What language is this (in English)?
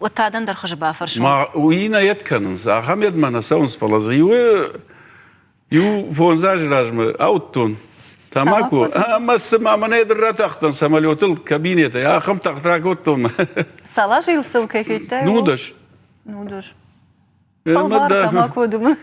Ossetic